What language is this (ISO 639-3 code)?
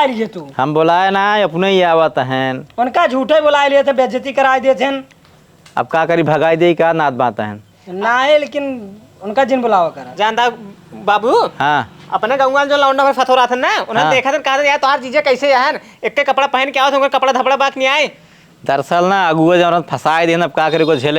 awa